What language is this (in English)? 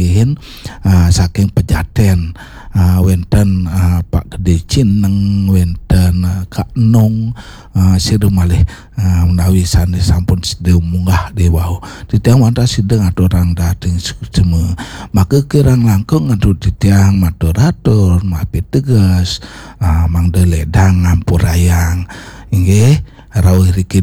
Balinese